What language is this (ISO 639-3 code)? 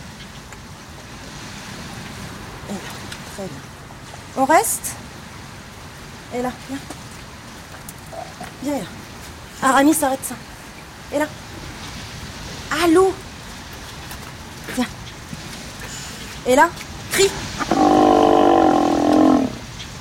fra